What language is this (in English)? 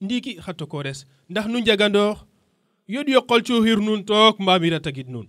Serer